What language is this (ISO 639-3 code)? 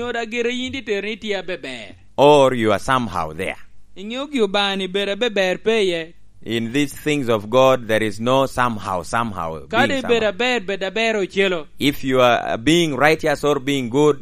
laj